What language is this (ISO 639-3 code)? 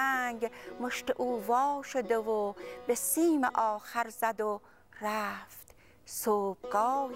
fas